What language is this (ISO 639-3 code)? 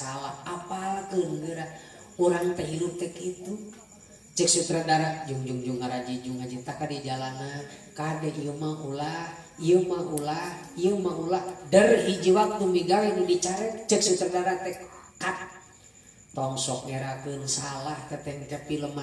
sun